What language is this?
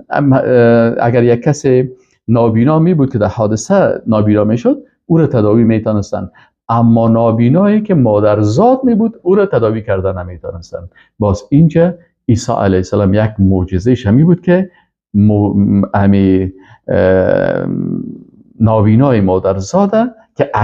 Persian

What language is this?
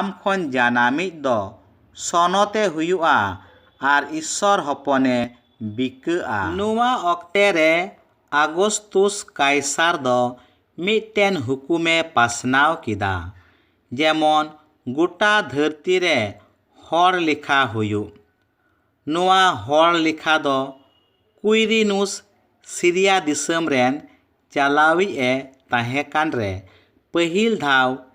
Santali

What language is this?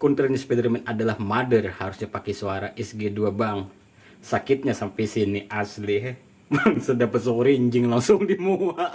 Banjar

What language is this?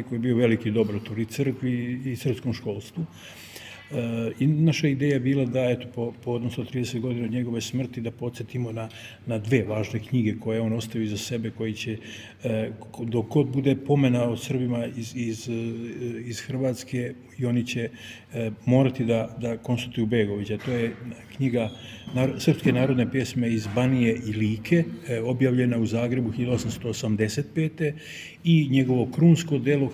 Serbian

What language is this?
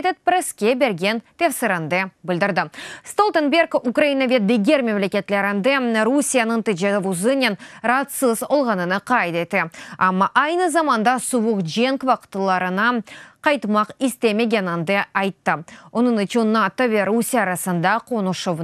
Crimean Tatar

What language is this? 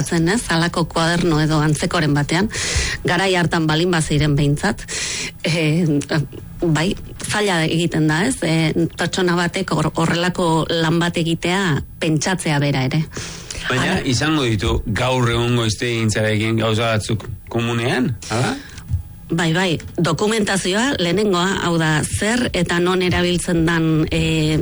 Basque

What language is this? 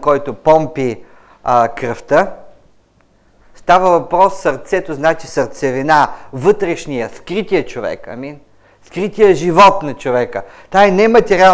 Bulgarian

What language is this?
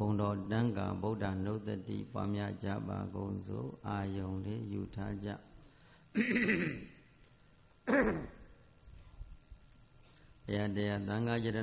Burmese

